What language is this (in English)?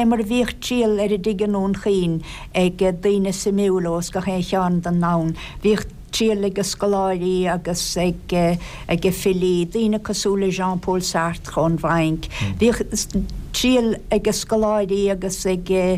Irish